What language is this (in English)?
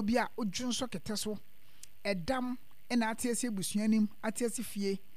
Akan